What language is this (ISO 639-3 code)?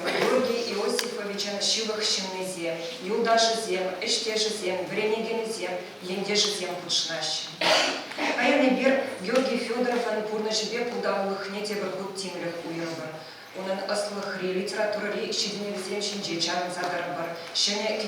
chv